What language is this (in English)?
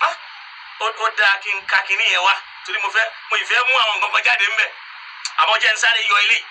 Yoruba